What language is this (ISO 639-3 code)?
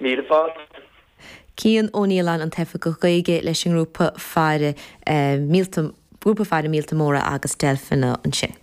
gle